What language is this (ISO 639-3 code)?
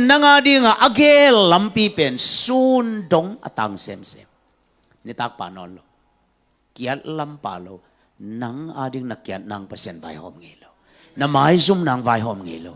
ctd